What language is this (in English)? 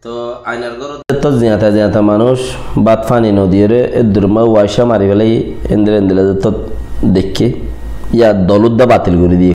Rohingya